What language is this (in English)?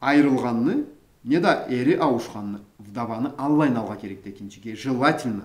Karachay-Balkar